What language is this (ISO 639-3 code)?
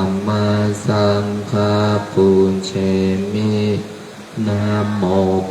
pli